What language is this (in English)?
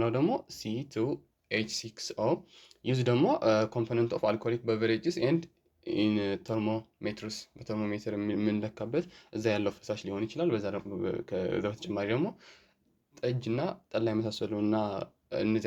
Amharic